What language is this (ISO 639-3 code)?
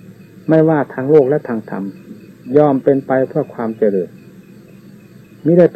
tha